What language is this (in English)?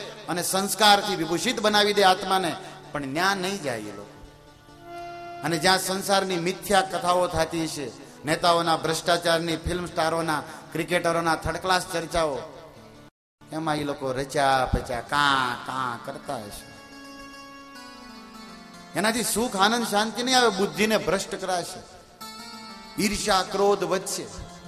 Gujarati